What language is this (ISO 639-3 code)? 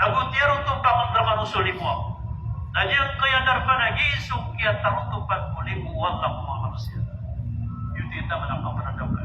mrw